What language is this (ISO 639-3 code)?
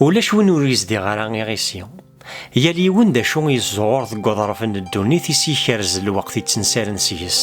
kab